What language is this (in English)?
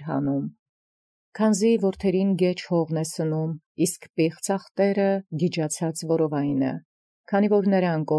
Armenian